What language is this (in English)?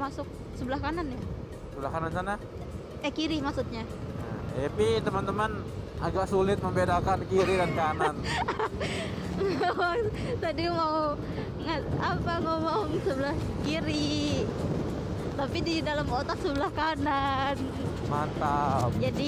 Indonesian